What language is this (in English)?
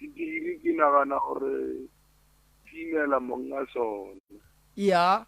Northern Sotho